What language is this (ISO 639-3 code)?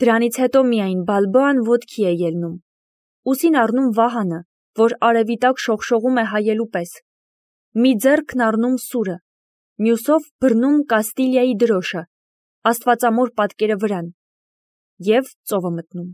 hye